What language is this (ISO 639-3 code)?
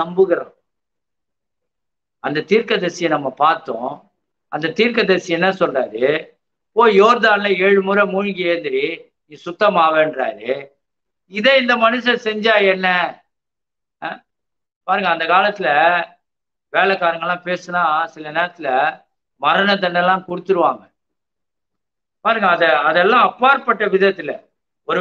tam